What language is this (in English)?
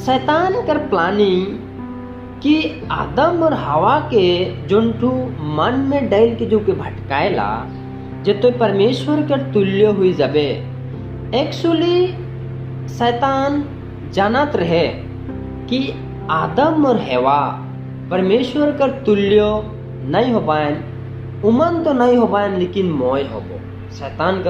Sadri